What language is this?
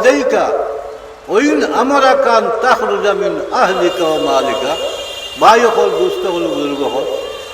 Sylheti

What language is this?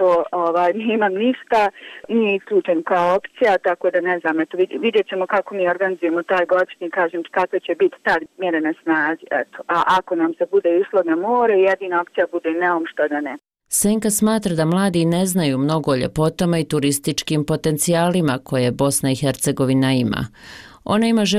Bosnian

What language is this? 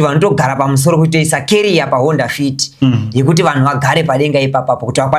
Shona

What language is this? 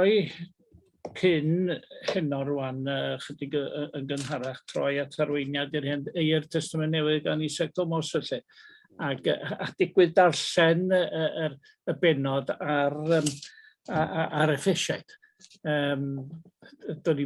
Welsh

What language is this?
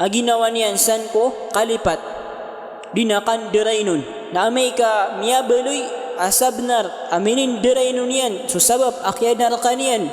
Maranao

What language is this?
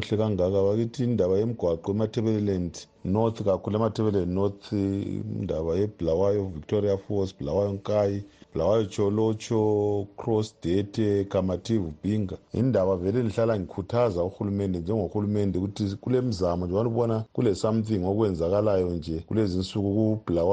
North Ndebele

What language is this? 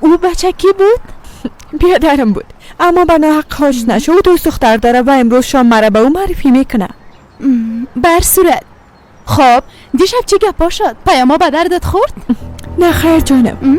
Persian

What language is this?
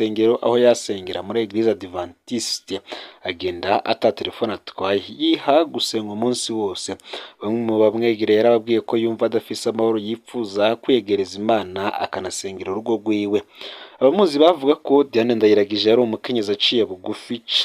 Rundi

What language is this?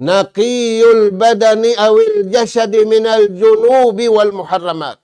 Tausug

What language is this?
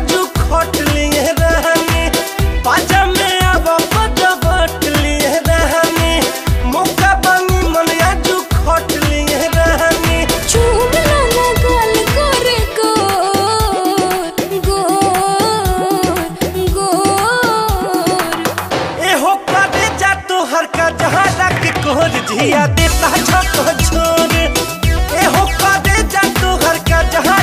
Bhojpuri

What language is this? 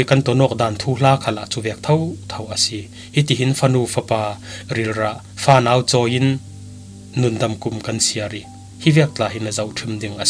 Falam Chin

